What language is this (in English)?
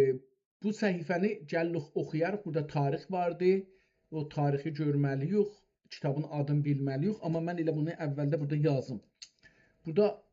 South Azerbaijani